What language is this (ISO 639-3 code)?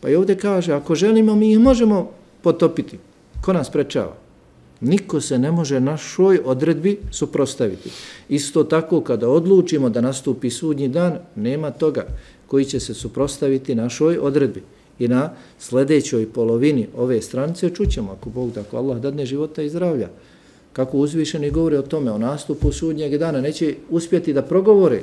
bos